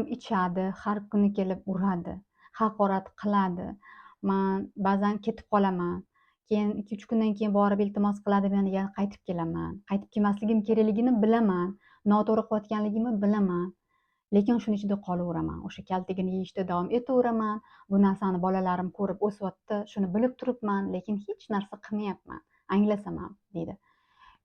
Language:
Uzbek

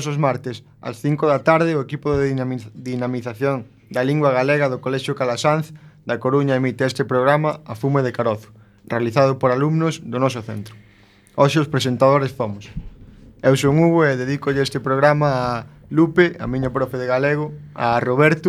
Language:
Galician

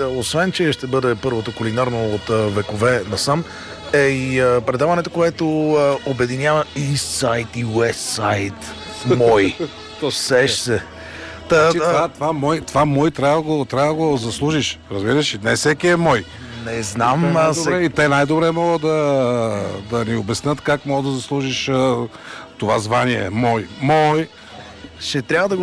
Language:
Bulgarian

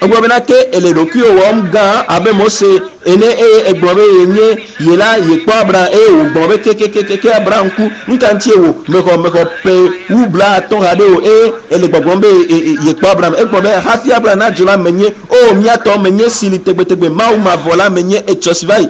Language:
Ewe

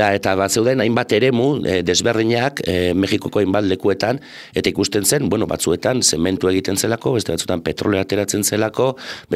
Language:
Basque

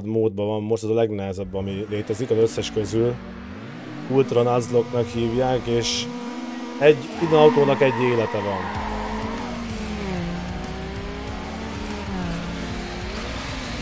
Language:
Hungarian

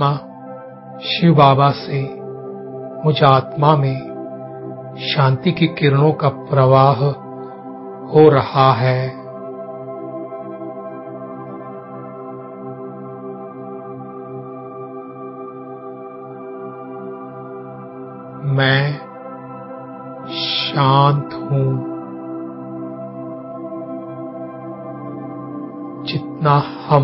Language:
Hindi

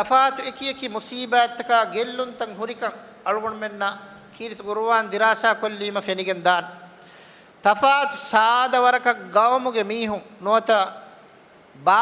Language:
Divehi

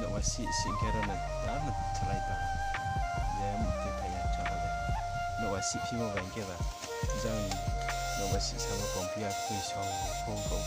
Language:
Riang (India)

